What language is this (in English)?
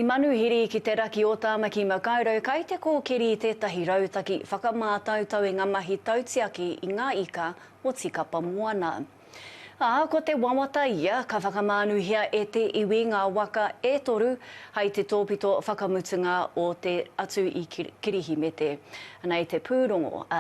Māori